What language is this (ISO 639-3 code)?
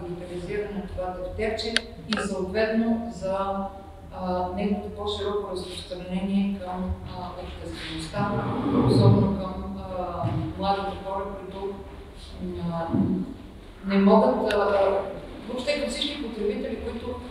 bul